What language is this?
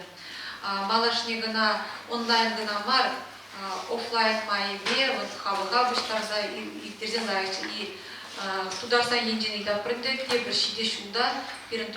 Chuvash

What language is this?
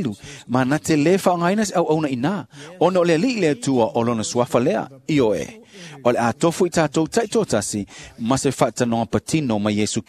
Samoan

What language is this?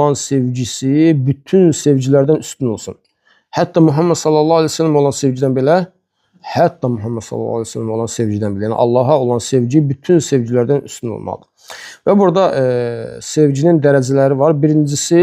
Azerbaijani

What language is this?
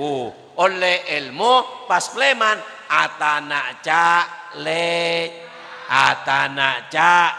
Madurese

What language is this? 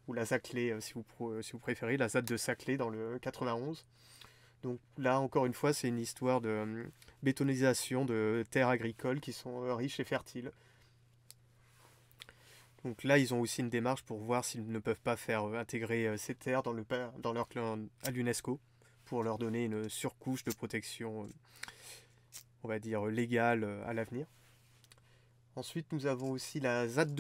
French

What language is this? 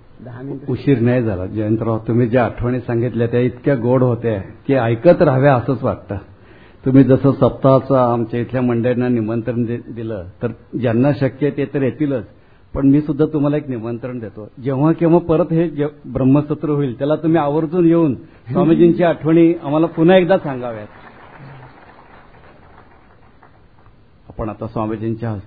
Marathi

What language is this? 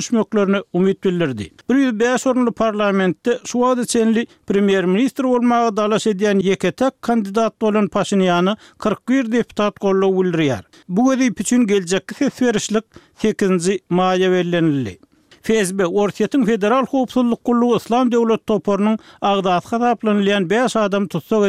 Turkmen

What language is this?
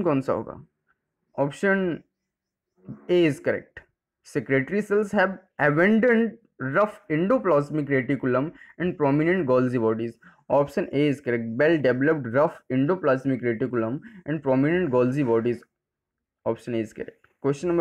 Hindi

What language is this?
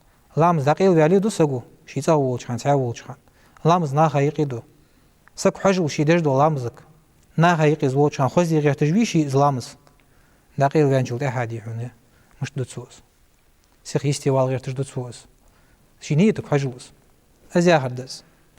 Ingush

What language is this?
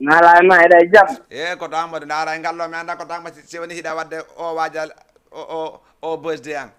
Fula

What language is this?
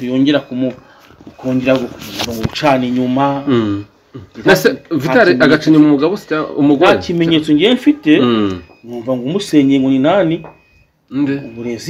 Kinyarwanda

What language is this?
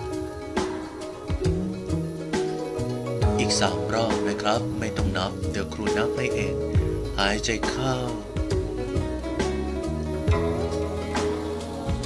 Thai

